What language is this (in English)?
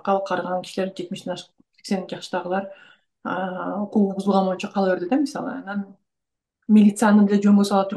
Kyrgyz